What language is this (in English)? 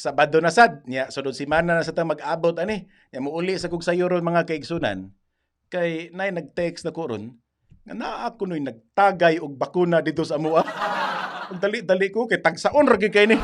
Cebuano